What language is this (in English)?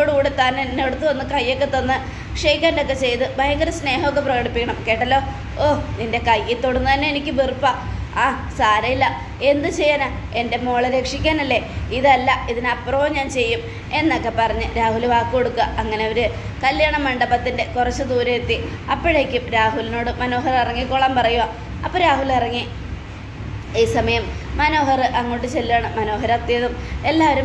Malayalam